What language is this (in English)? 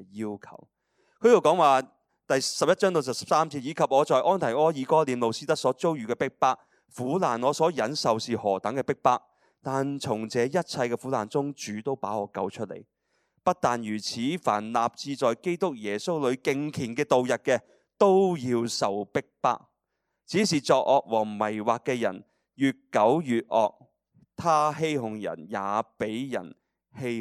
Cantonese